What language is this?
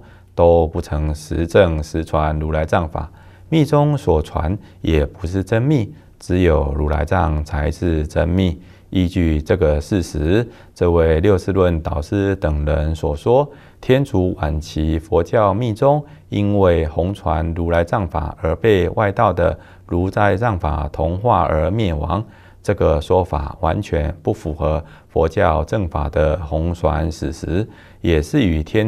Chinese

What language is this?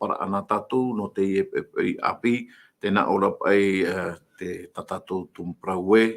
Tahitian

